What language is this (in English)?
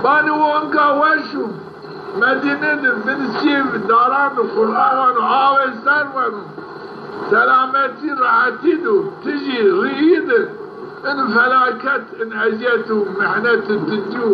Zaza